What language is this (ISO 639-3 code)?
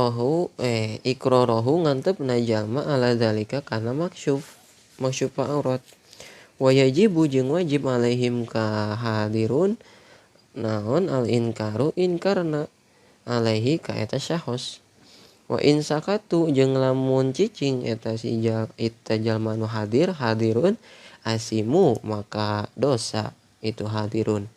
sun